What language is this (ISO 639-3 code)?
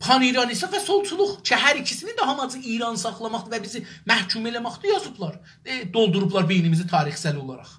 azb